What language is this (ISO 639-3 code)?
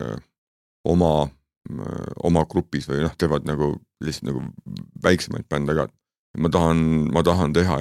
est